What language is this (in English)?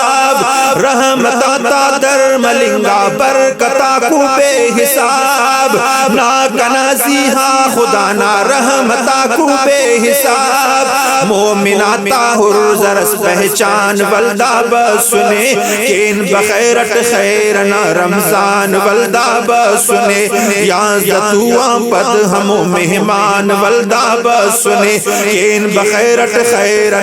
Brahui